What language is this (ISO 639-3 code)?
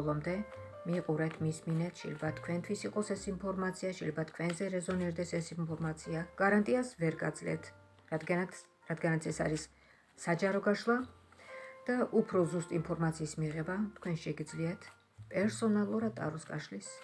kat